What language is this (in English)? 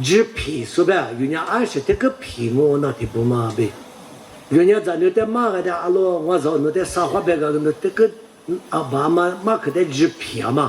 Lisu